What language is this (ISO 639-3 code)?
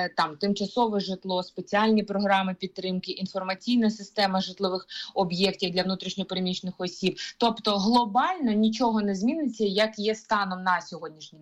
ukr